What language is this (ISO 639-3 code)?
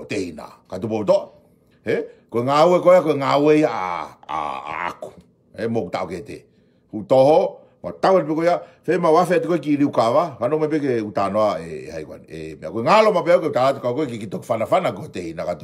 ton